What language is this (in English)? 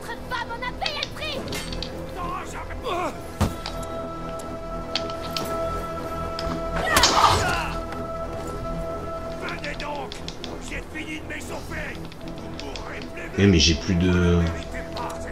French